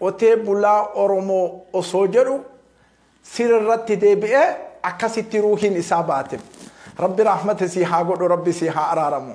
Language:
Oromo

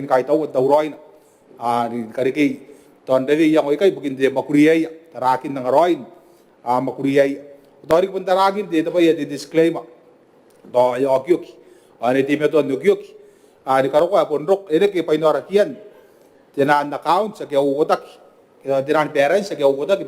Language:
Gilbertese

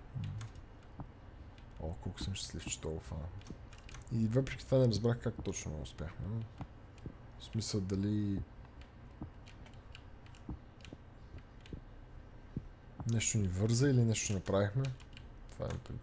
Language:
Bulgarian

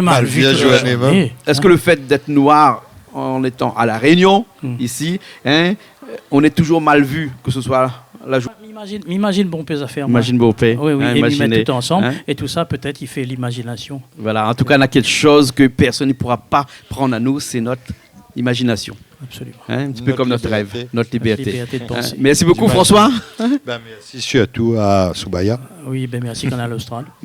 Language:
Réunion Creole French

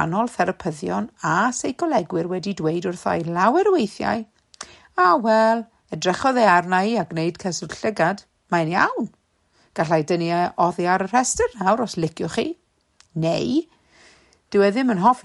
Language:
Welsh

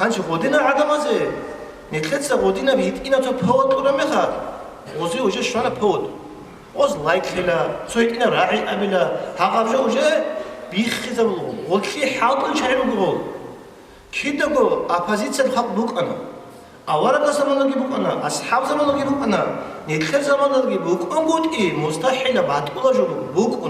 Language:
Avaric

